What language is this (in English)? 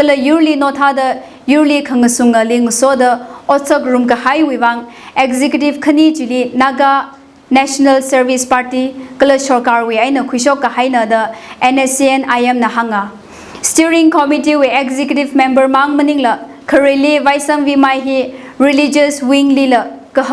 Tangkhul Naga (India)